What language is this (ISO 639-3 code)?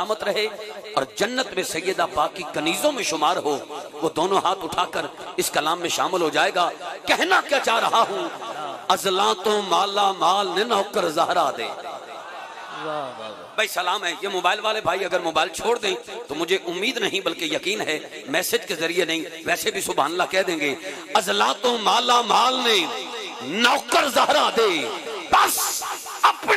urd